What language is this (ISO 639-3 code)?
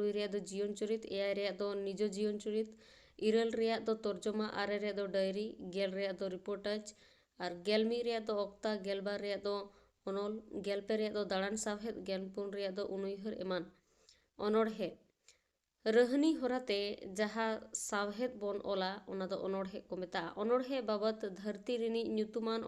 sat